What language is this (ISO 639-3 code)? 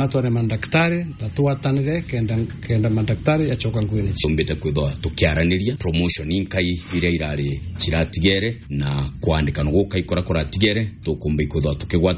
mer